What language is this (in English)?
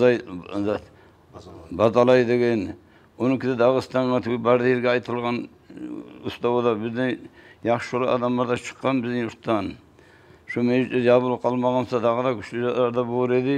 Kumyk